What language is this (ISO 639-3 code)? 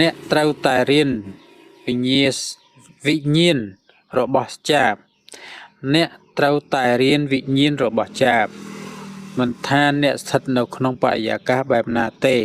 khm